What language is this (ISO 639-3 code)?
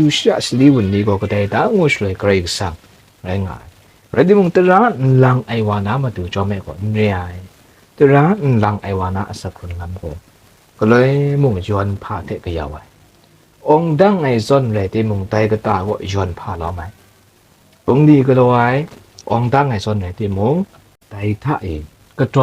kac